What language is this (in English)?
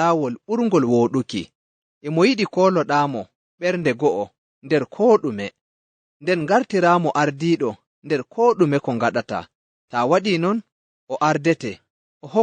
Nigerian Fulfulde